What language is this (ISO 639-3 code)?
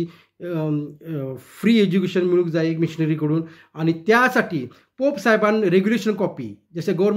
kok